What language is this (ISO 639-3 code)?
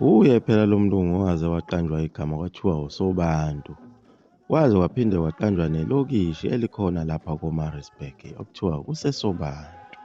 zul